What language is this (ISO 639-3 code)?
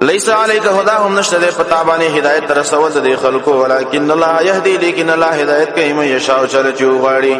pus